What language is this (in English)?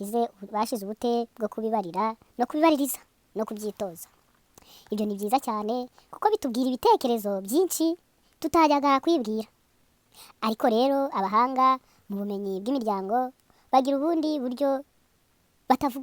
Kinyarwanda